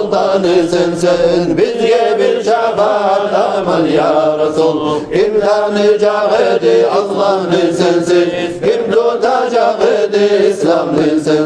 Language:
Kumyk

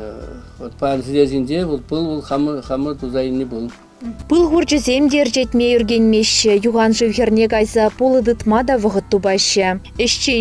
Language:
Chuvash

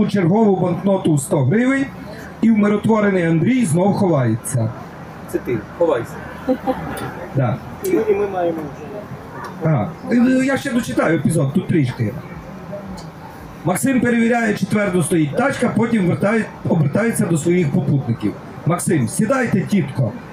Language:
Ukrainian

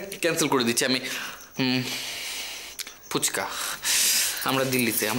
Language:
Bangla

